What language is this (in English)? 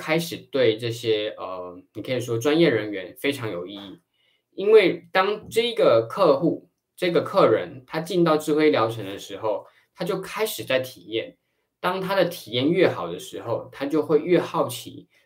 Chinese